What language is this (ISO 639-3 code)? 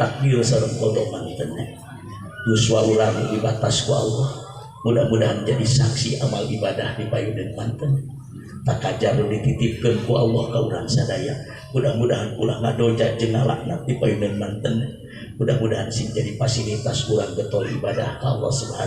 sun